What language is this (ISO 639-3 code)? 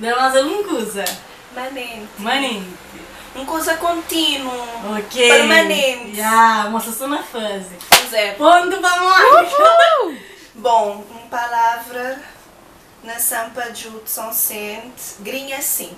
kea